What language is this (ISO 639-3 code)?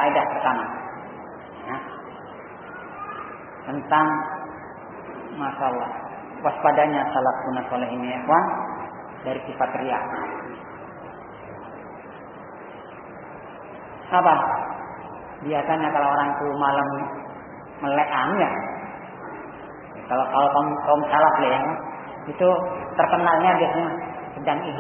ind